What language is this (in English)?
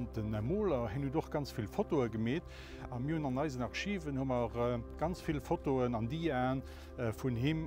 Luxembourgish